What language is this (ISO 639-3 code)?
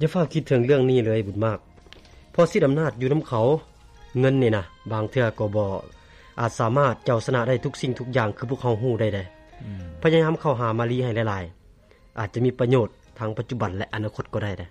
lao